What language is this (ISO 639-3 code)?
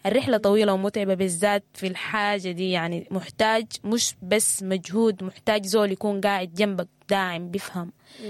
apd